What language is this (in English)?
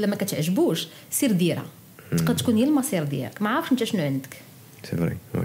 Moroccan Arabic